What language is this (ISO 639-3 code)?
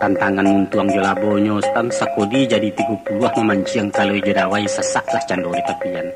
min